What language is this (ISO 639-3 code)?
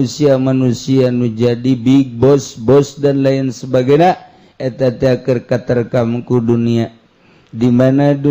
sun